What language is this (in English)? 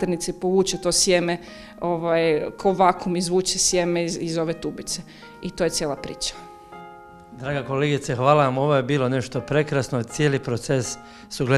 Croatian